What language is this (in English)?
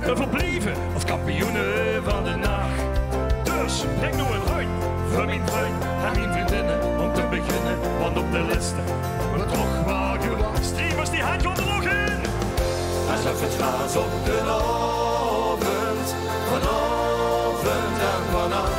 Limburgish